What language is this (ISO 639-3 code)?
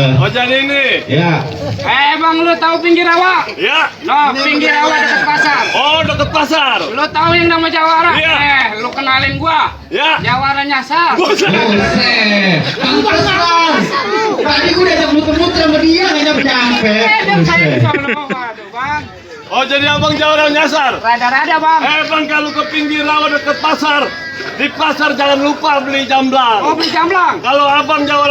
bew